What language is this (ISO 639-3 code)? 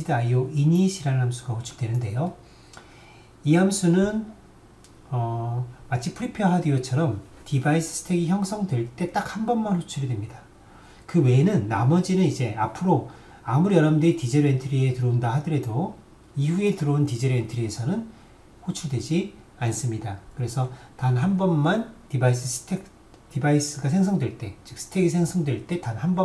kor